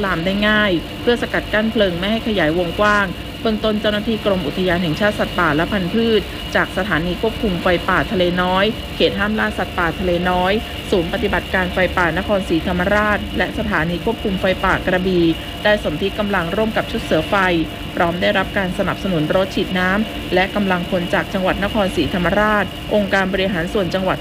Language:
Thai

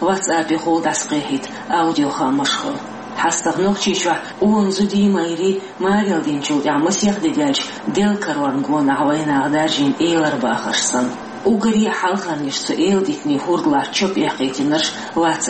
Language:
Chechen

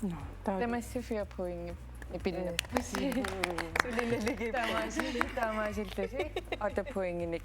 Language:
Kalaallisut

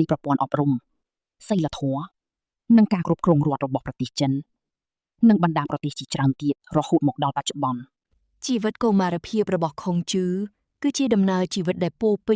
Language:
Khmer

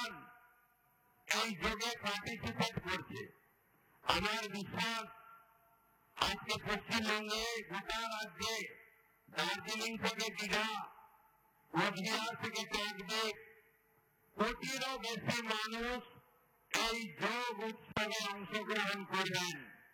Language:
Bangla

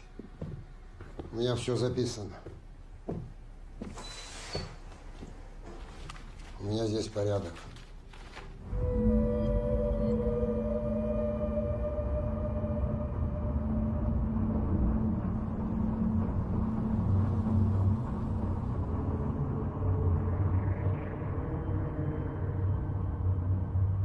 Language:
Russian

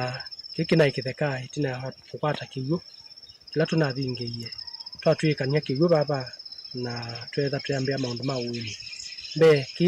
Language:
Kamba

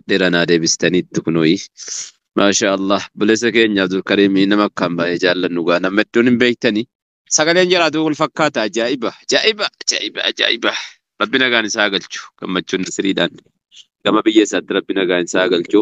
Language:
Oromo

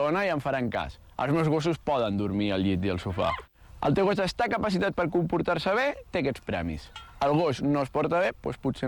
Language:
Catalan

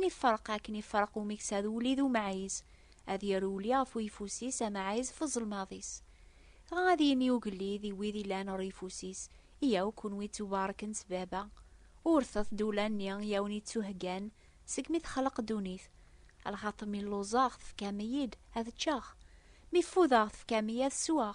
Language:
Kabyle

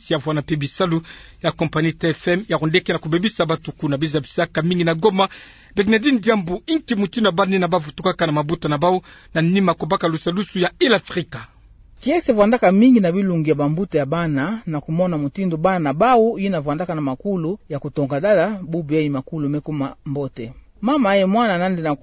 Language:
Kituba (Democratic Republic of Congo)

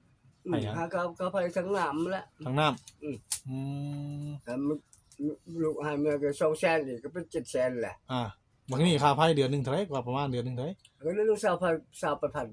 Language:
Northeastern Thai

